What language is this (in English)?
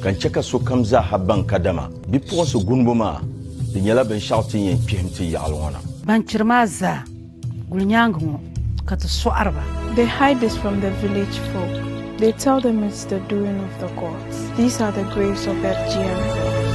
Dagbani